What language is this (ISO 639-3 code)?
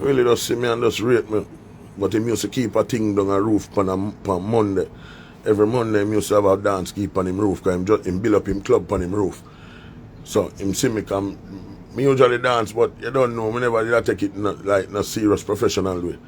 jam